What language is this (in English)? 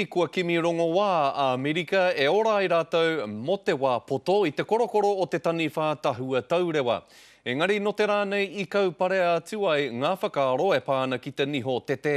Māori